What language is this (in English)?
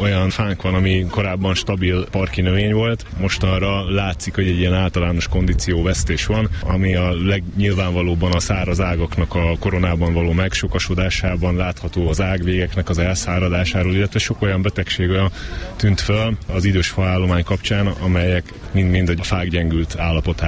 Hungarian